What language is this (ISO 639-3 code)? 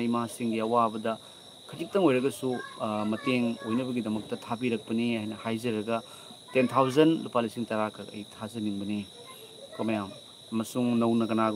mni